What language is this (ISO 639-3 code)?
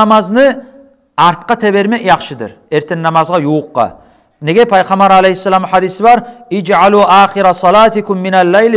kum